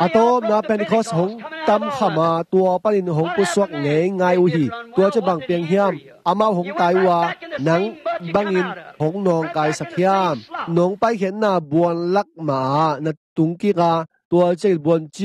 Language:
Tedim Chin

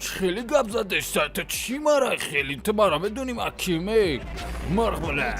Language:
Tajik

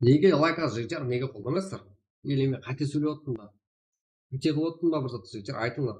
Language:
Kara-Kalpak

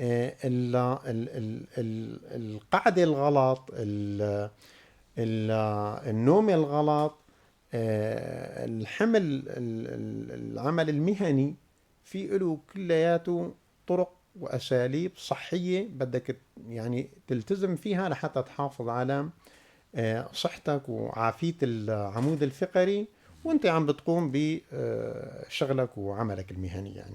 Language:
North Levantine Arabic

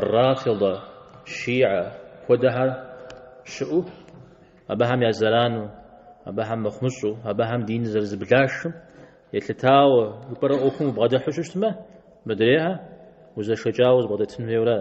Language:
Kabardian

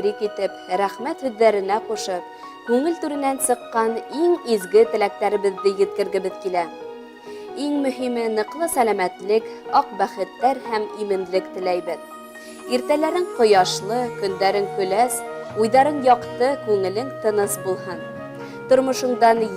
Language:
Bashkir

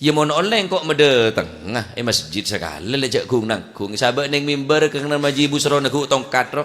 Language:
Madurese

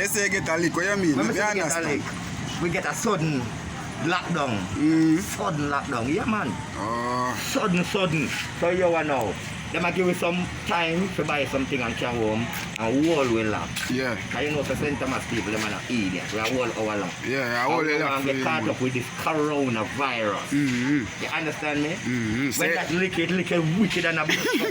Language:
Jamaican Creole English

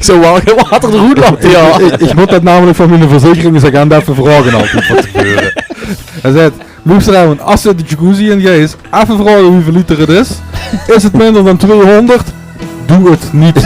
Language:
Limburgish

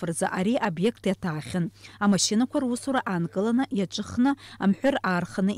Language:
Abkhazian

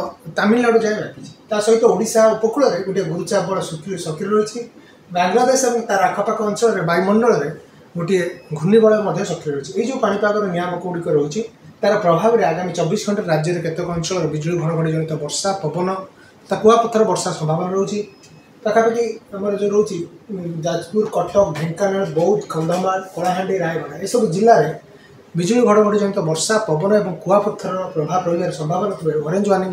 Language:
Odia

